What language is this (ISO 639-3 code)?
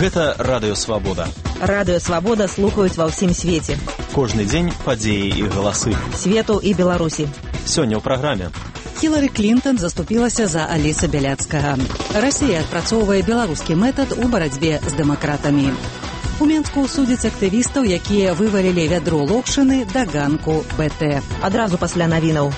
bel